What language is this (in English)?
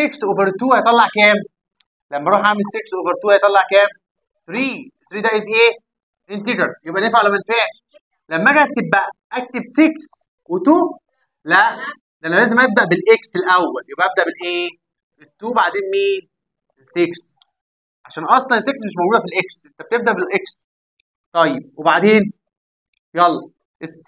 Egyptian Arabic